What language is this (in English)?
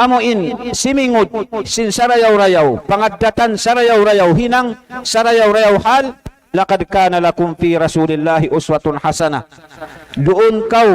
Tausug